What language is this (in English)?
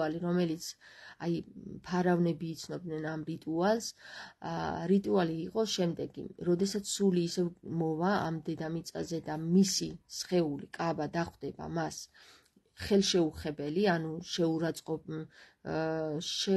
Georgian